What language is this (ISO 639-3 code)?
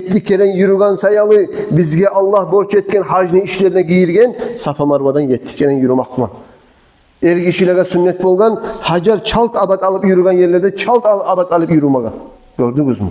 kum